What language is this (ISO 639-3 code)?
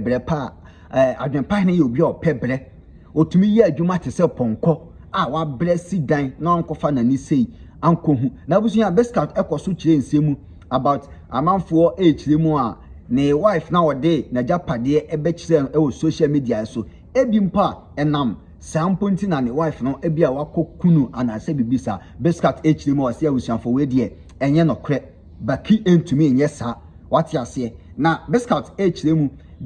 aka